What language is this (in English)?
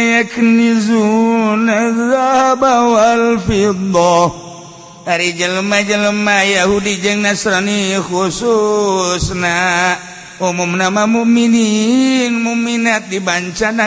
Sundanese